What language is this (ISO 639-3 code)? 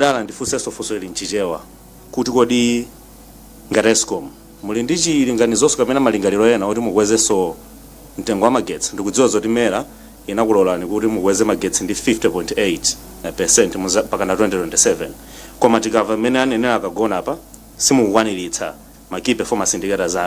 nya